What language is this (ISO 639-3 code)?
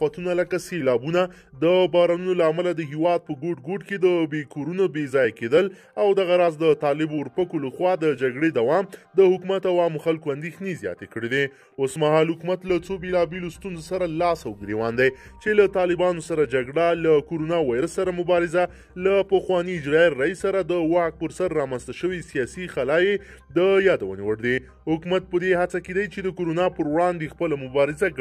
pus